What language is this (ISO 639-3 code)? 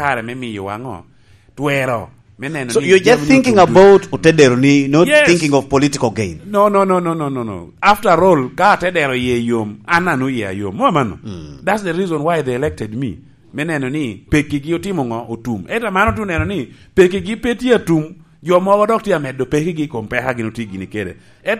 laj